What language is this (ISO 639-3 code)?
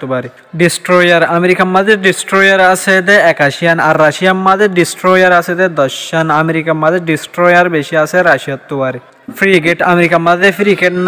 rhg